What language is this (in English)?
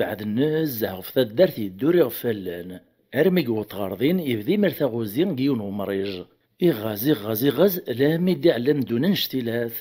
Kabyle